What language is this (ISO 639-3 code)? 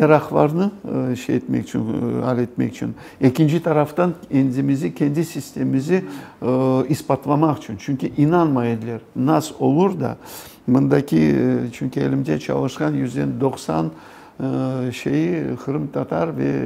crh